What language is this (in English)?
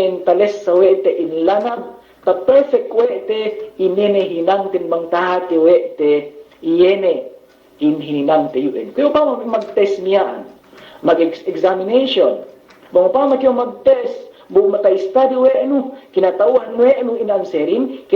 Yakan